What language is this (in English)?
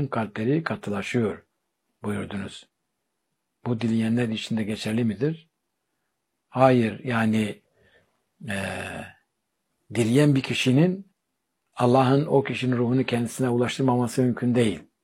Turkish